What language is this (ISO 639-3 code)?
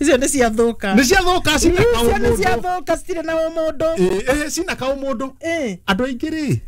kik